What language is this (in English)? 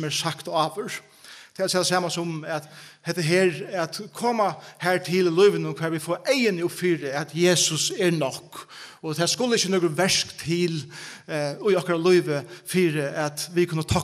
Faroese